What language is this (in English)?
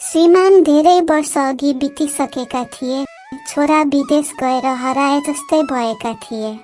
Nepali